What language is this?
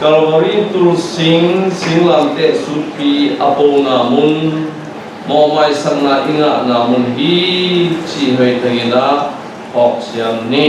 Tedim Chin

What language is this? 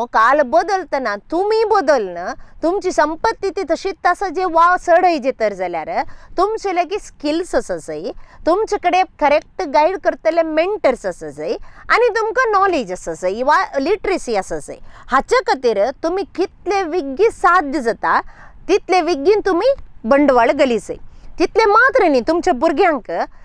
Konkani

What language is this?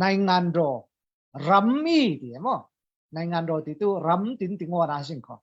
Falam Chin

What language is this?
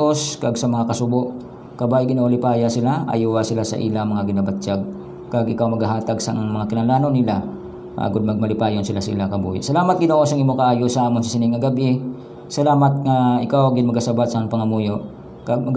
Hiligaynon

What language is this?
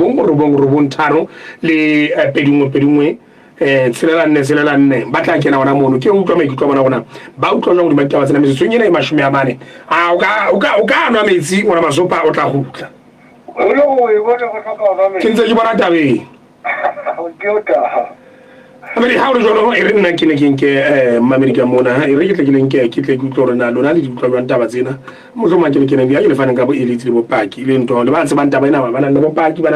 Southern Sotho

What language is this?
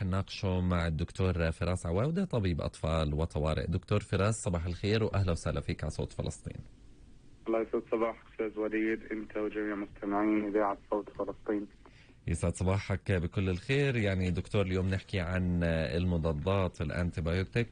North Levantine Arabic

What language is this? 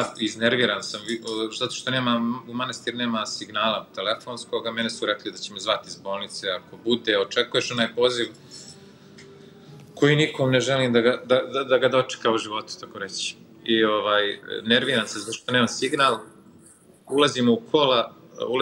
Serbian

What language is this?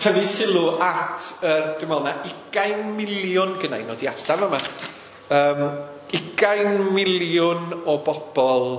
Welsh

